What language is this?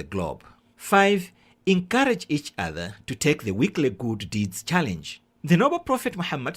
English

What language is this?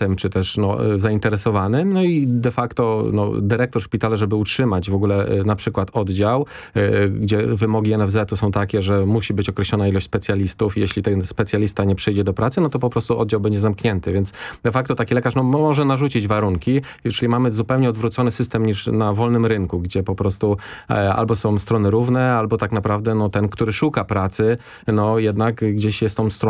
Polish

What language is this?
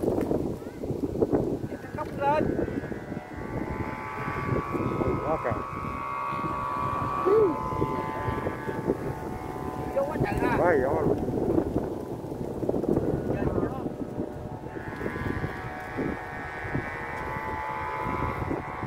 Vietnamese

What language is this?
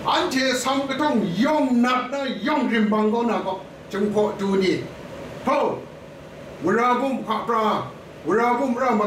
Kachin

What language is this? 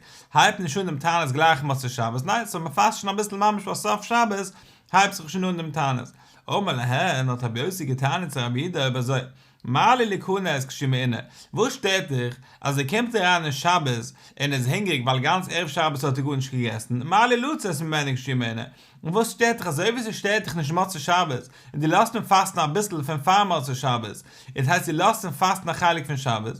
Yiddish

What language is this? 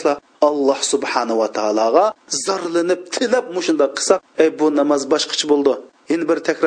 Uyghur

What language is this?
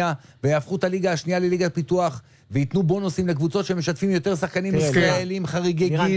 Hebrew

